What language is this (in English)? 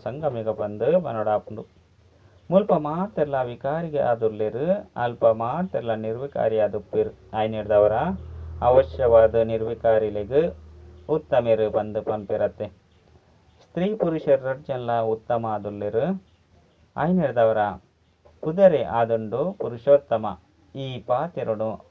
Tulu